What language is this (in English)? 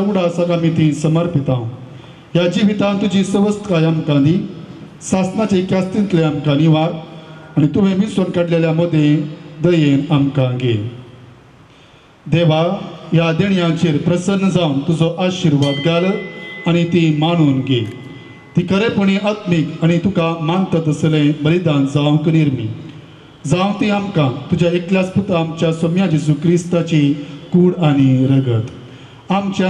Konkani